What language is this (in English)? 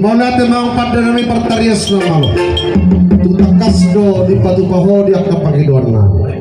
Batak Toba